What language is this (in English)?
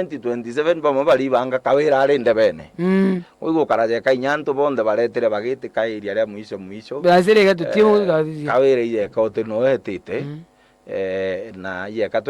Meru